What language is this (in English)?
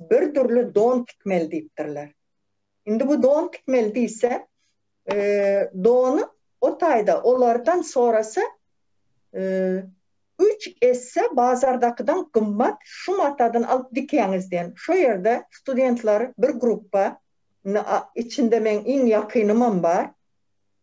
Turkmen